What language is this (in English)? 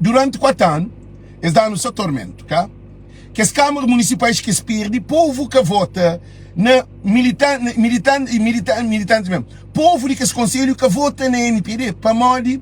Kabuverdianu